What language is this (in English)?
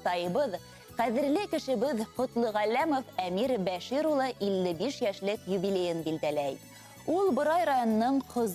Bashkir